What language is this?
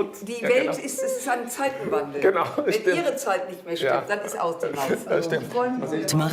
Swiss German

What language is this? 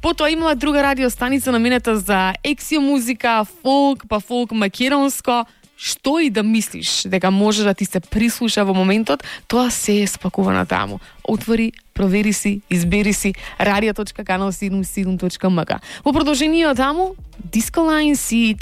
Macedonian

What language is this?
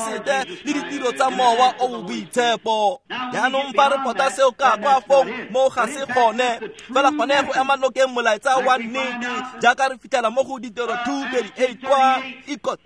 Tswana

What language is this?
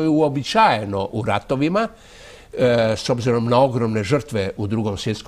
Croatian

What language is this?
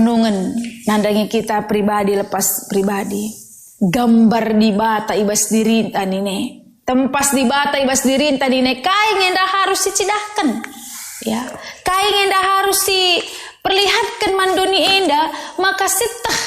Batak Karo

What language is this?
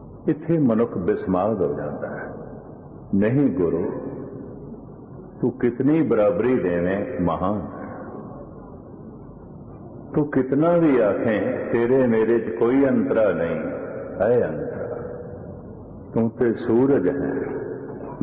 Punjabi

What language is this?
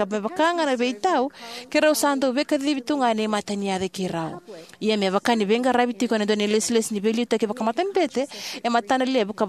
Fijian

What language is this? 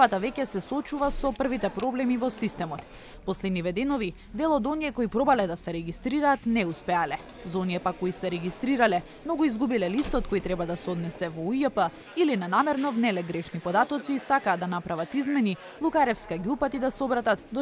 Macedonian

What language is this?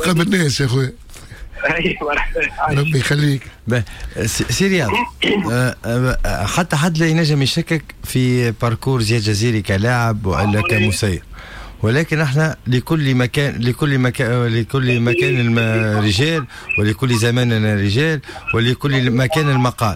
Tunisian Arabic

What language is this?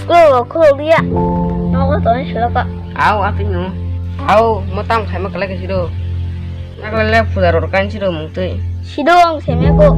Kok Borok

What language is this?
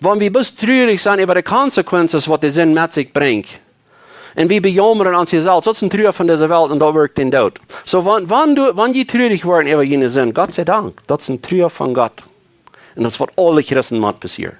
Plautdietsch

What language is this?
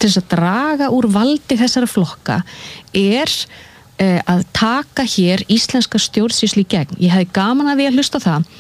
Icelandic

